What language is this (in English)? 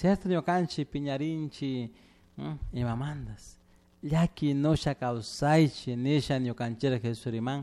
Chimborazo Highland Quichua